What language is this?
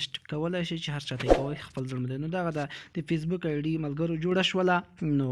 Pashto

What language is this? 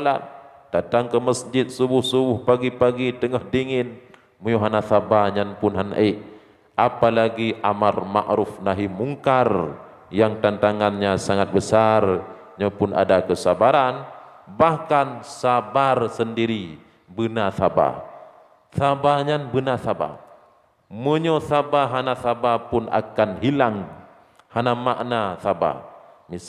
Achinese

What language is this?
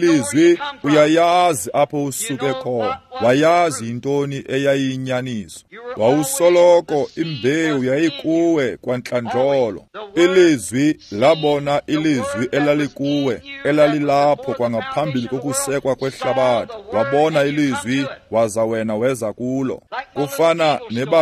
Xhosa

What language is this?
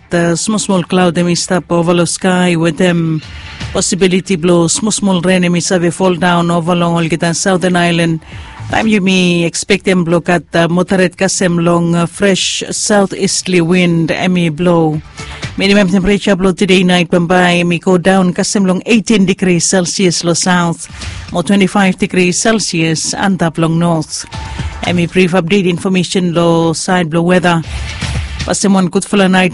Bislama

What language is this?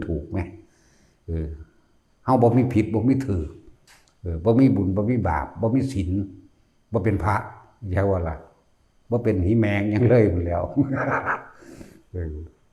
Lao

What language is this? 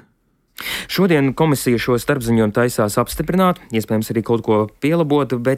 Latvian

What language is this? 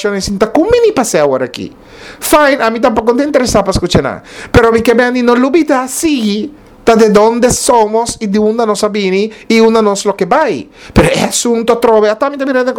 Papiamento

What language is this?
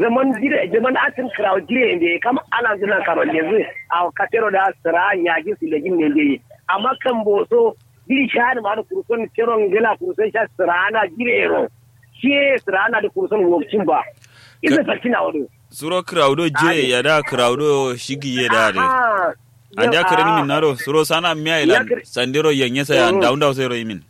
Kanuri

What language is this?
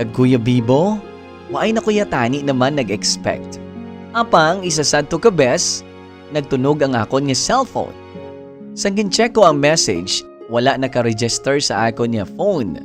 Hiligaynon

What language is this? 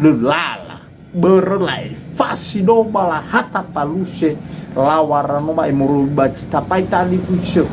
Nias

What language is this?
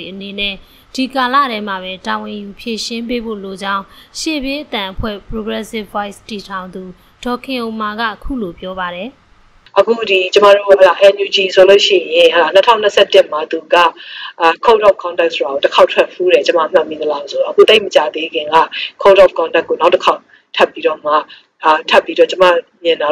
Burmese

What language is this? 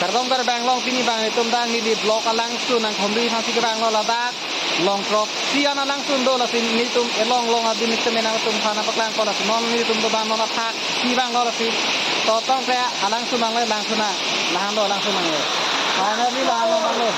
Karbi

